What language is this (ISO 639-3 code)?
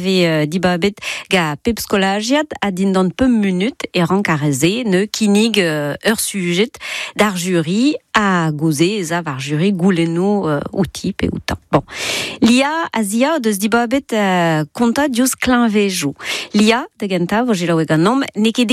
bre